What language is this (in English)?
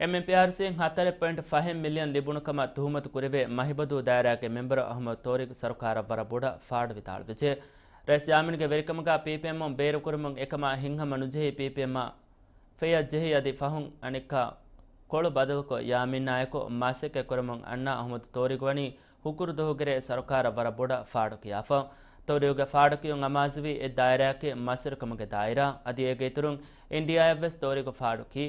Divehi